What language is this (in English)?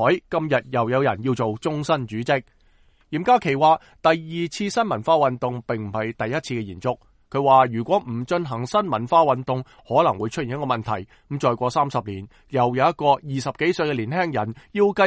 Cantonese